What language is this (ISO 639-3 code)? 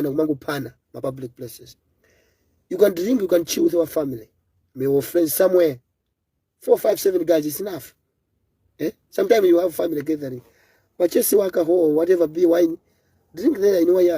nya